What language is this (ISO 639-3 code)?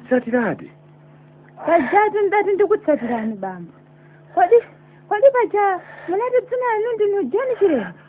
nya